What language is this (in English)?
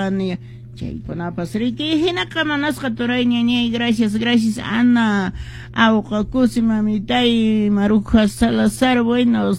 Quechua